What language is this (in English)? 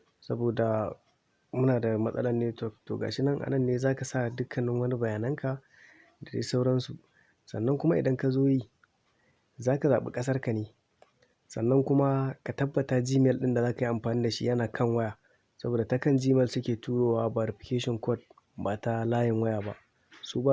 Hausa